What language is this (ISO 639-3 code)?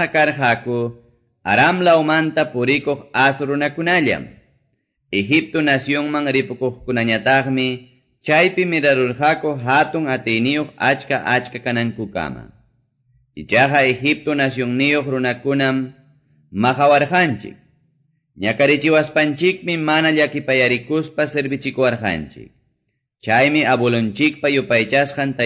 que